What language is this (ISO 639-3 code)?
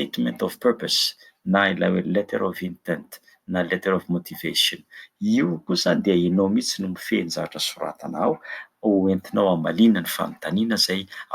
mlg